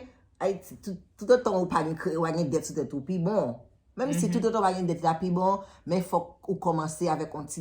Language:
Haitian Creole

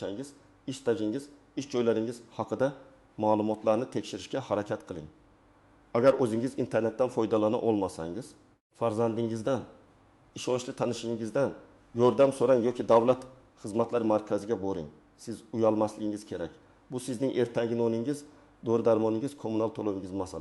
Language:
Uzbek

